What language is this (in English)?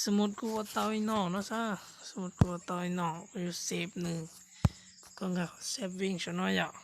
Hmong